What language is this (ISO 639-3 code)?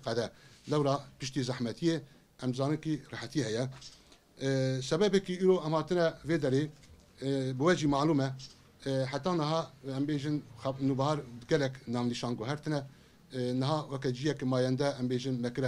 kur